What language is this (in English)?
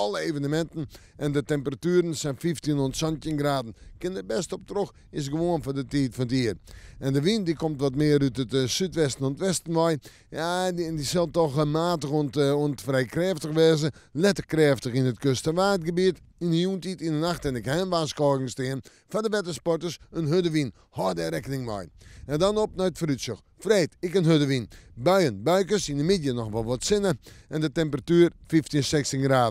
Western Frisian